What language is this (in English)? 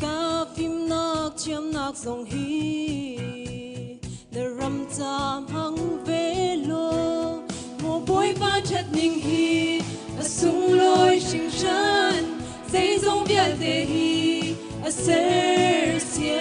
Hakha Chin